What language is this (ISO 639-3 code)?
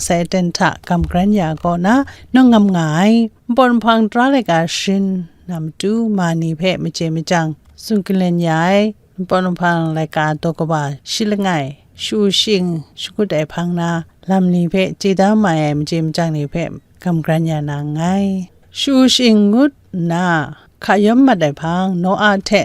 kac